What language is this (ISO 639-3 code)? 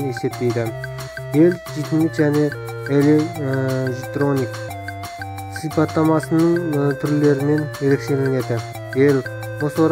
kaz